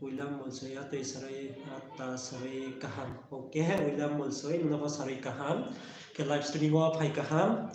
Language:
Riang (India)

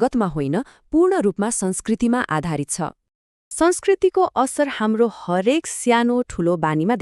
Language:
Nepali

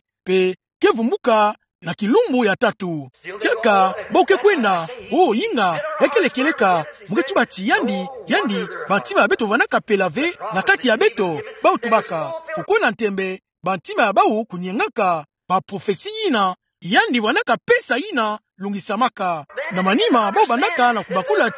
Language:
Kituba (Democratic Republic of Congo)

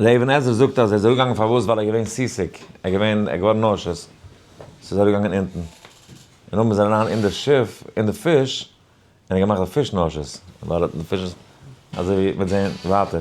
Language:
Yiddish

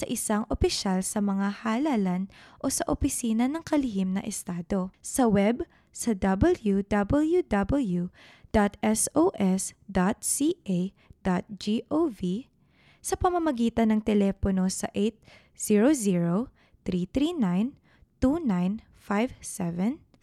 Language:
Filipino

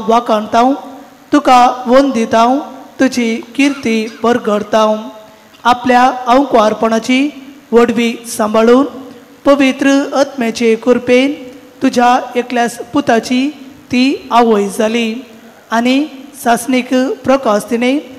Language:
Konkani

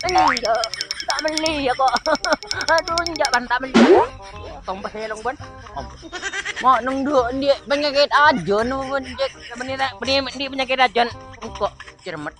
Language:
Madurese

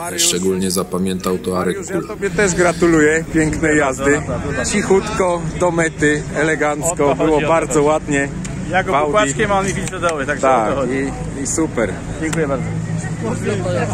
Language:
Polish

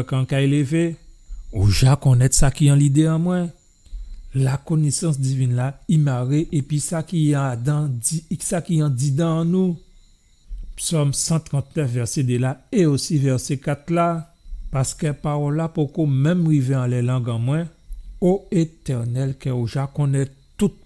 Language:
Guadeloupean Creole French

